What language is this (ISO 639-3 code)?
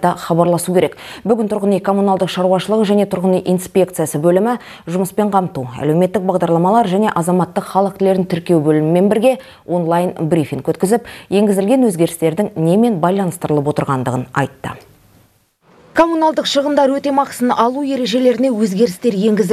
kaz